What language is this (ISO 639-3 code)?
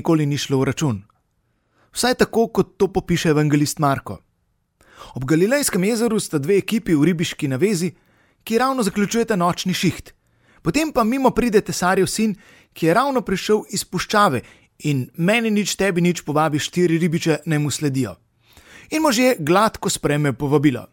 slv